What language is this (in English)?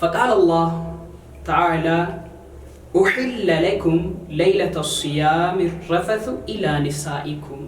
Sidamo